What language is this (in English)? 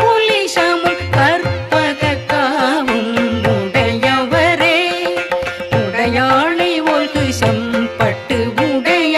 Tamil